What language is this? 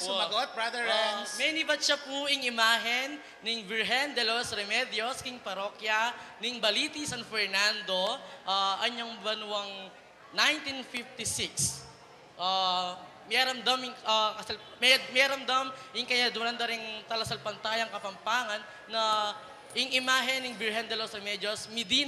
Pampanga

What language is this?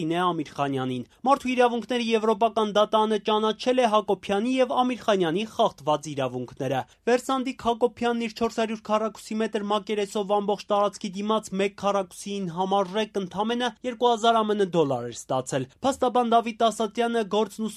Armenian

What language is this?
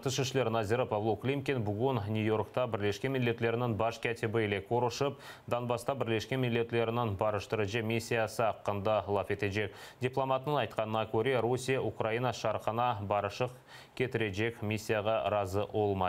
Crimean Tatar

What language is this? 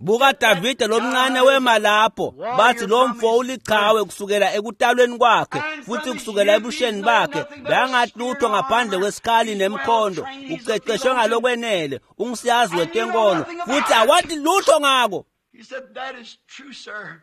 Swati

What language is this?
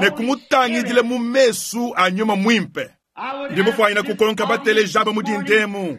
Luba-Lulua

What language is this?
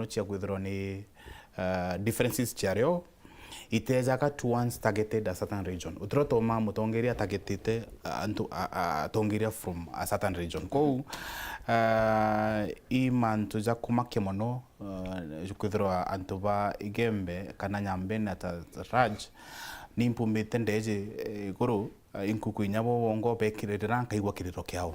Meru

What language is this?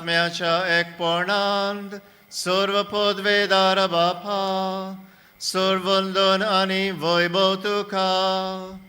Konkani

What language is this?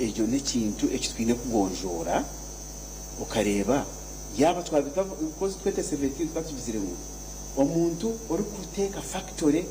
Nyankole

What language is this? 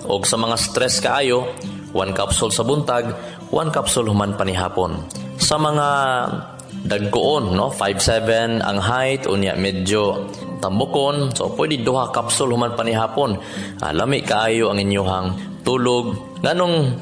Cebuano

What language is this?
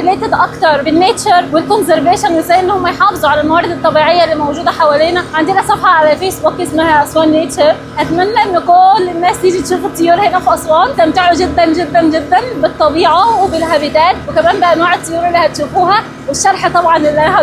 Egyptian Arabic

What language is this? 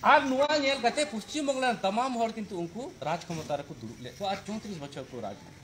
Santali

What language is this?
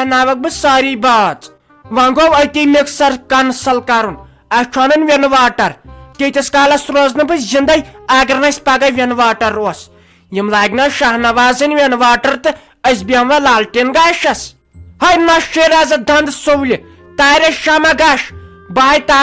Kashmiri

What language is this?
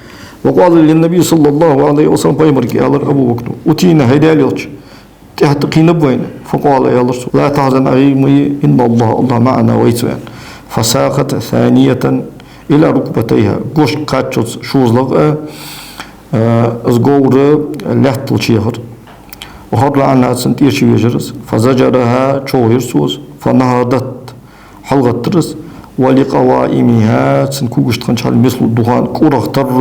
Ingush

